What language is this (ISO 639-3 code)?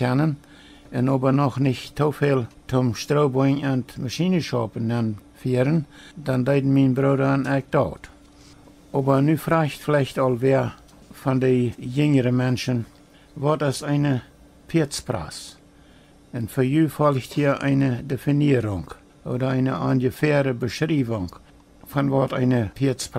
pdt